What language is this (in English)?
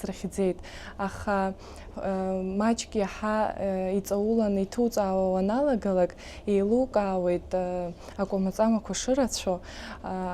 Abkhazian